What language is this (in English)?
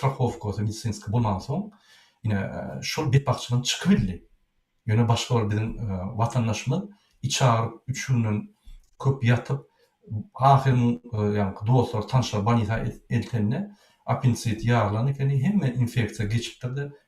Turkmen